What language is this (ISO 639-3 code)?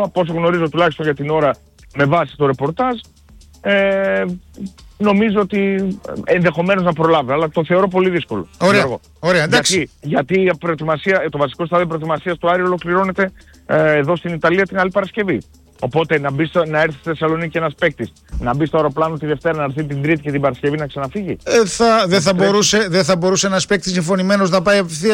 ell